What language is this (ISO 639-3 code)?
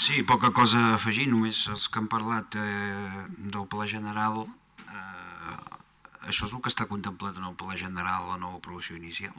cat